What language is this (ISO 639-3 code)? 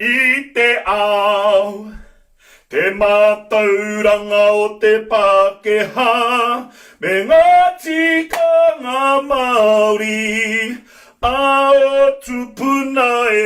mri